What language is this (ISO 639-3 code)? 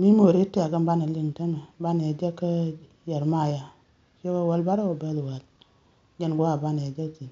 nus